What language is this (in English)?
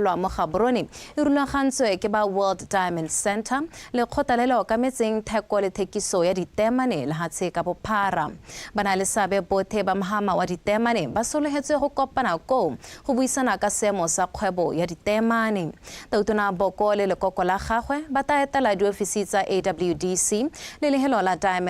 Tswana